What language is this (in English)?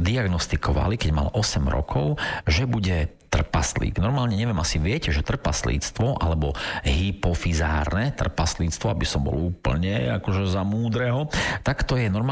Slovak